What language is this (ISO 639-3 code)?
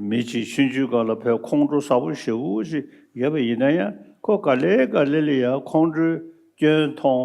bod